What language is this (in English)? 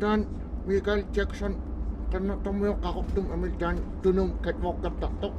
Kalaallisut